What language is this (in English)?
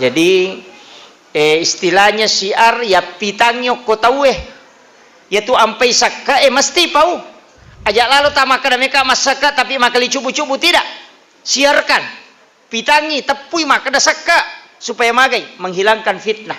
Buginese